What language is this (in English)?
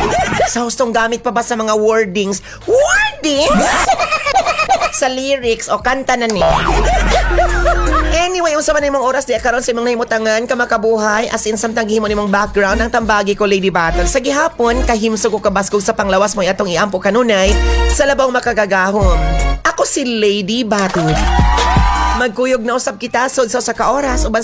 Cebuano